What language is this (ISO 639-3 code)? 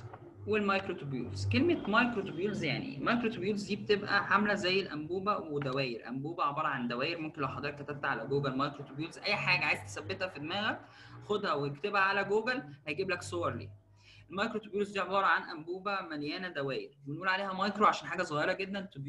arz